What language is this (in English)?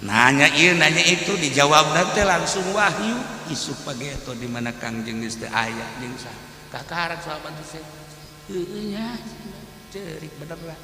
Sundanese